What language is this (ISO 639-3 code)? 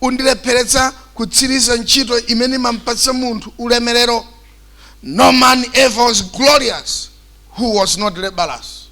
nya